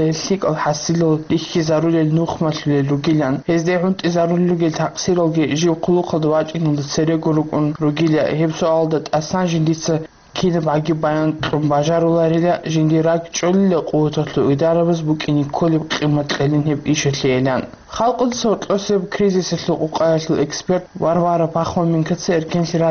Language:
Avaric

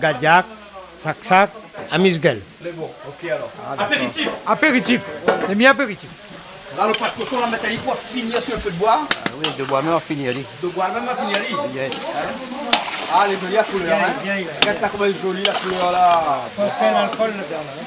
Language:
Réunion Creole French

